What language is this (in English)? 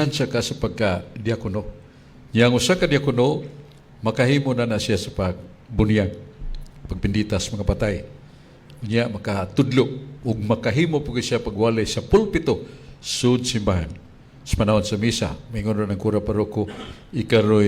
Cebuano